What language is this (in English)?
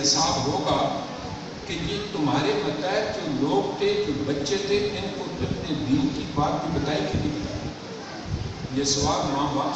Urdu